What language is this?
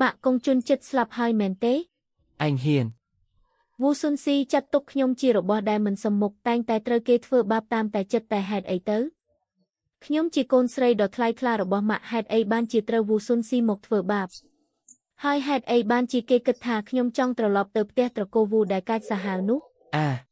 Khmer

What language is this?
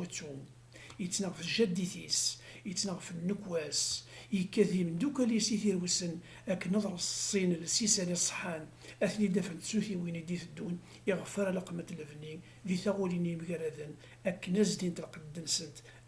Kabyle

